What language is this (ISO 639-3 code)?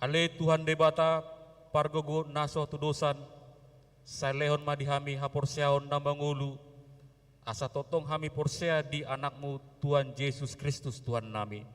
bbc